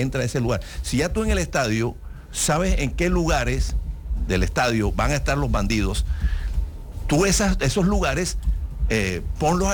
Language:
Spanish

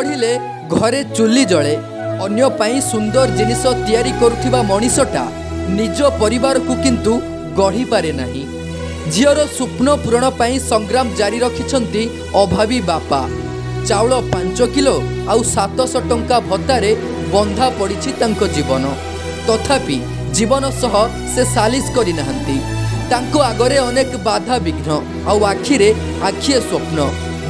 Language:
Odia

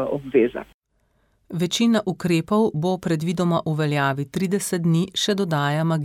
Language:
Slovenian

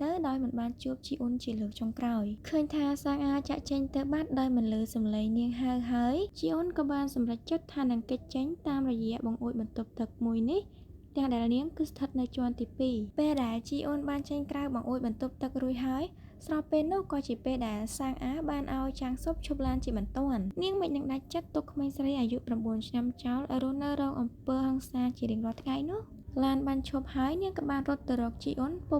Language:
Khmer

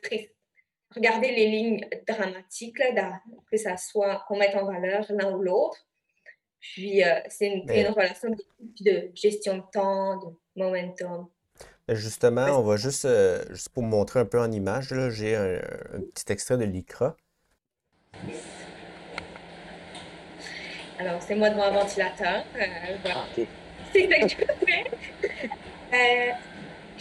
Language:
French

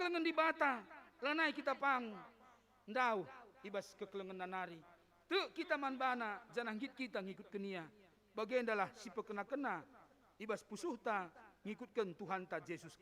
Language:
Batak Karo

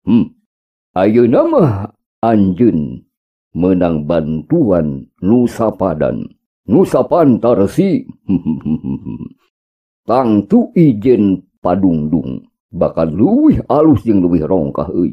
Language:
Sundanese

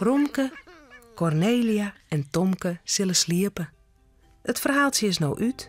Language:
Western Frisian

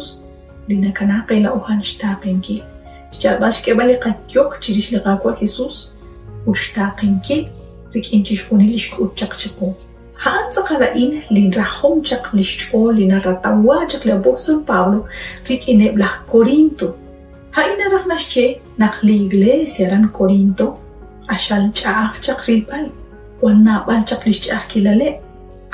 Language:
Kekchí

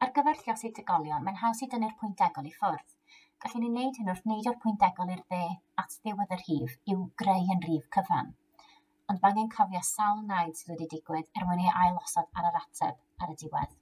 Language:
Welsh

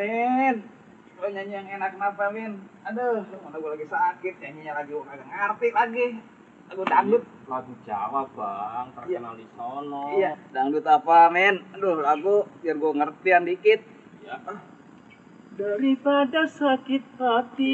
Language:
Betawi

